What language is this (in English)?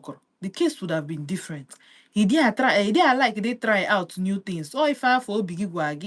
Igbo